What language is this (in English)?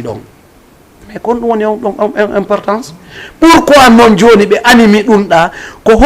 Fula